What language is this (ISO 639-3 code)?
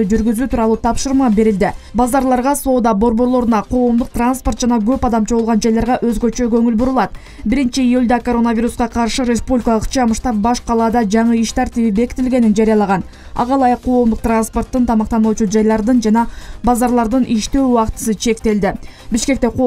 kir